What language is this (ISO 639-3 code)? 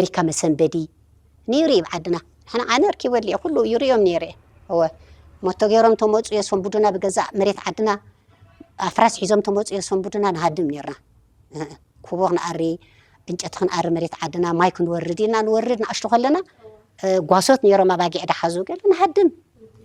tir